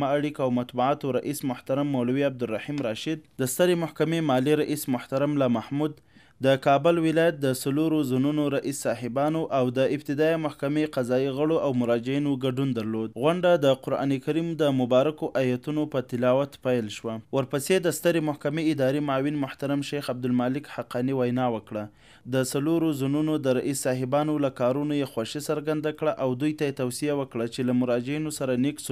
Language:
Pashto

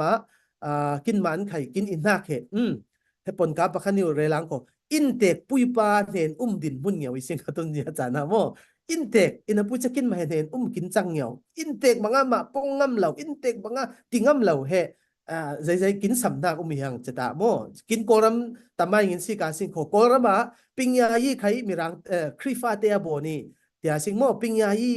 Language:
Falam Chin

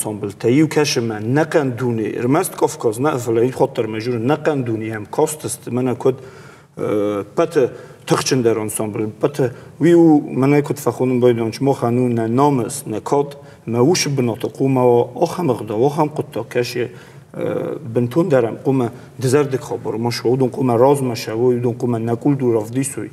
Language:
Ossetic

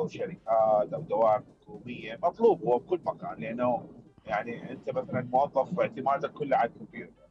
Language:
Mesopotamian Arabic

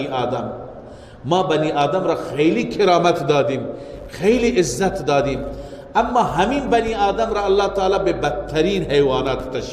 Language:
Persian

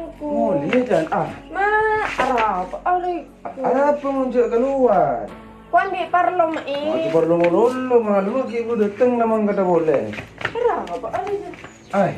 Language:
Madurese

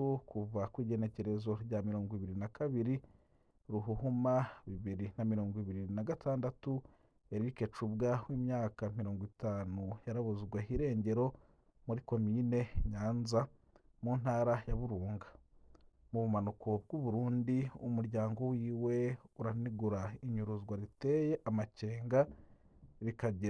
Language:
Rundi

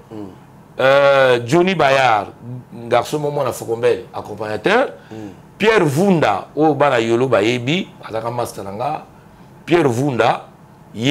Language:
Lingala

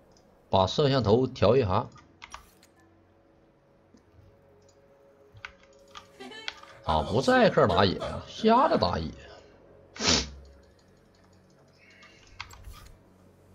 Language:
Chinese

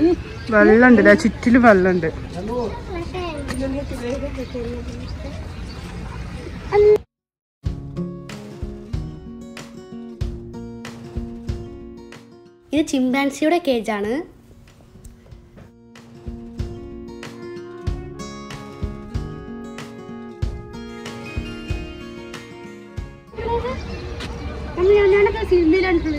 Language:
Malayalam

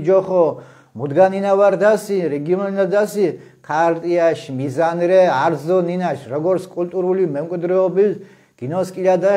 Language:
Mingrelian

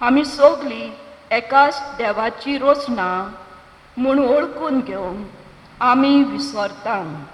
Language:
Konkani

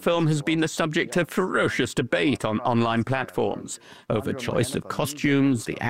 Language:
English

